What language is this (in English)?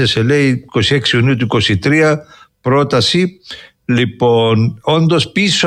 Greek